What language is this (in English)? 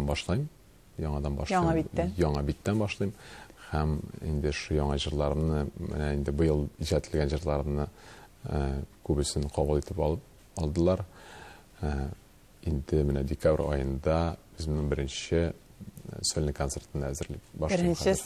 Tatar